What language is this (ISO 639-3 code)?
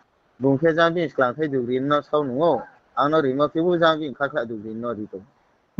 ria